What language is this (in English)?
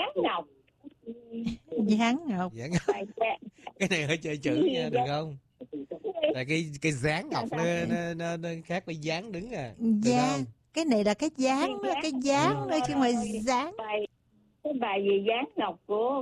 Vietnamese